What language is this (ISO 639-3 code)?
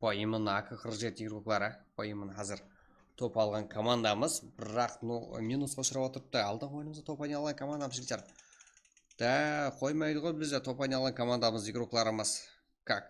kaa